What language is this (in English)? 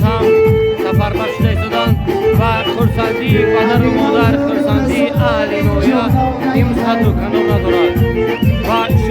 Tajik